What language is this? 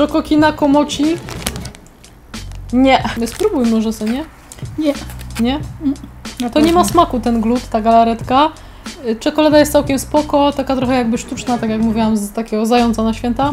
Polish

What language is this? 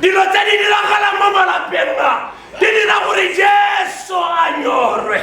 Tswana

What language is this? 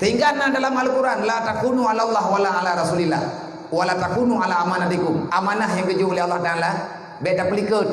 Achinese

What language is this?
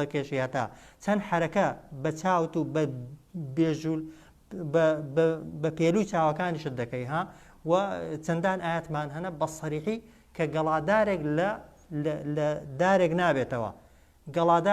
Central Kurdish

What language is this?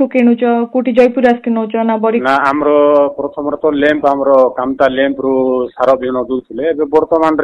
Odia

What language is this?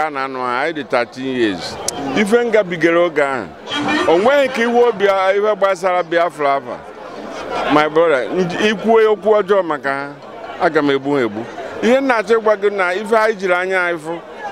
Igbo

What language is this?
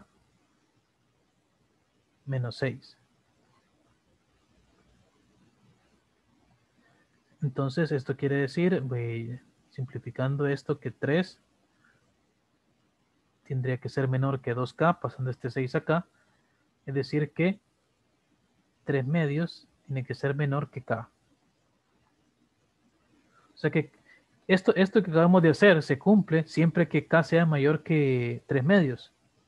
Spanish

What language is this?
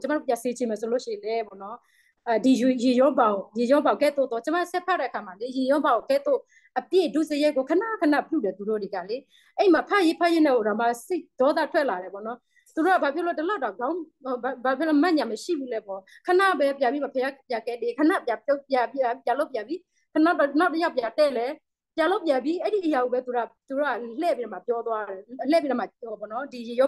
Burmese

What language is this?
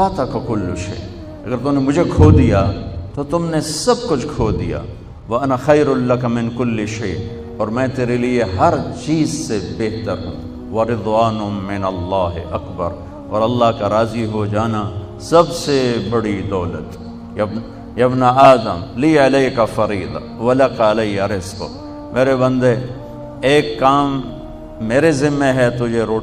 Urdu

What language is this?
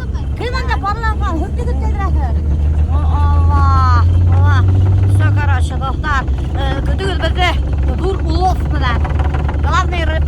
Bashkir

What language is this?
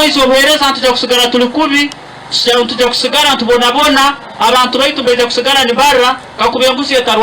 Nyankole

